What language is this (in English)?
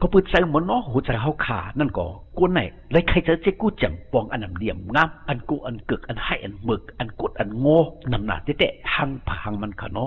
Shan